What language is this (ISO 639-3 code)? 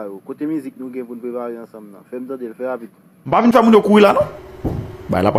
hat